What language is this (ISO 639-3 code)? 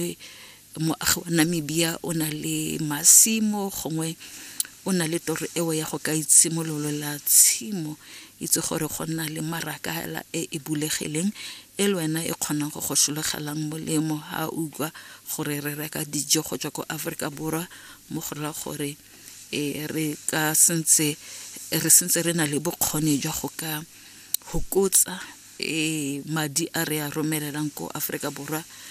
tsn